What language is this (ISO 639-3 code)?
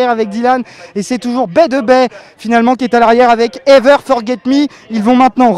fra